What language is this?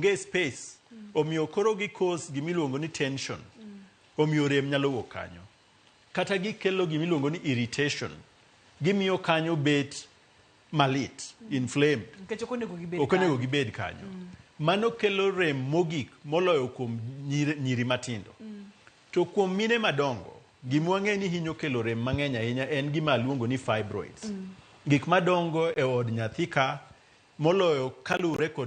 Luo (Kenya and Tanzania)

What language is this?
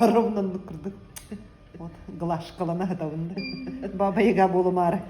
Yakut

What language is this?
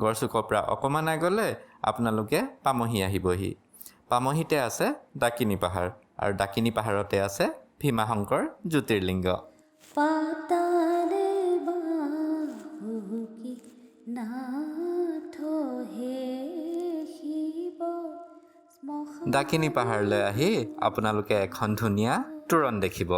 Assamese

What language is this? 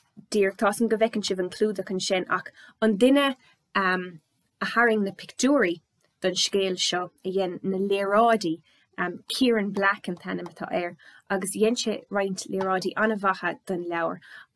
Irish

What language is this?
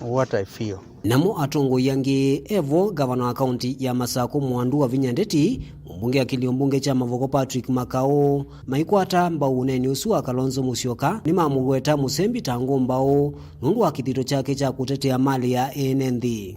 Kamba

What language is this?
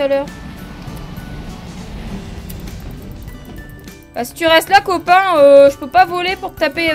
French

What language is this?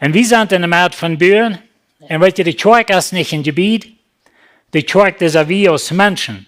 Plautdietsch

